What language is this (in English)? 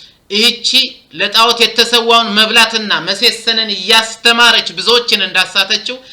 Amharic